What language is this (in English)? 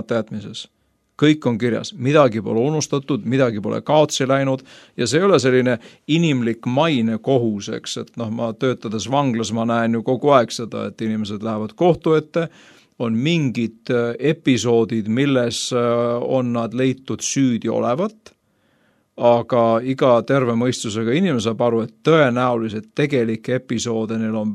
Estonian